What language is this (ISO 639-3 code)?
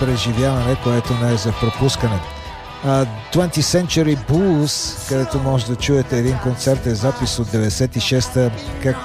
bul